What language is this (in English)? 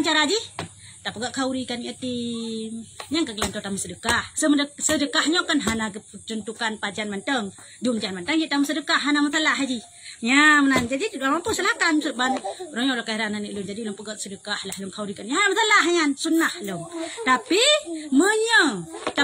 Achinese